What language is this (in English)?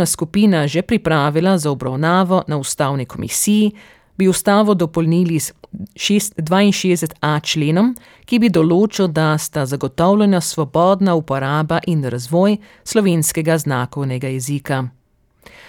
Slovenian